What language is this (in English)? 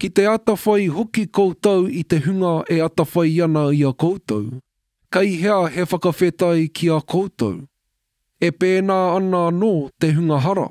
Māori